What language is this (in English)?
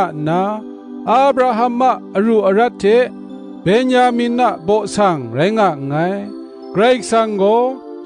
Kachin